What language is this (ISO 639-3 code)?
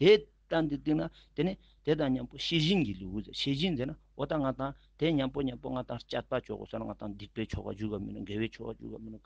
lbj